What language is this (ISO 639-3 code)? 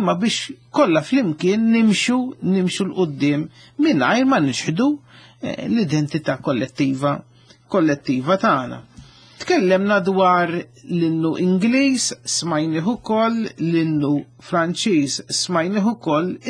mlt